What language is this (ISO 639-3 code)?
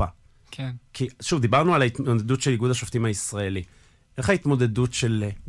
heb